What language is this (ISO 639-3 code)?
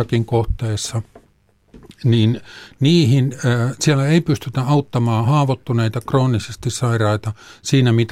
fin